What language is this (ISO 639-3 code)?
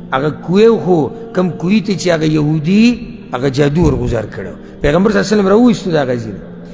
pus